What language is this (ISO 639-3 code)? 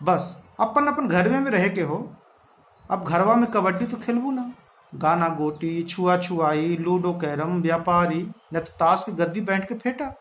mag